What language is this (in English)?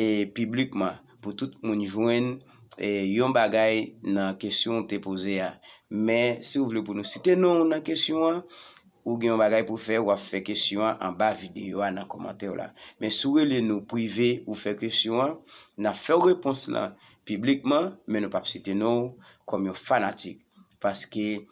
Haitian Creole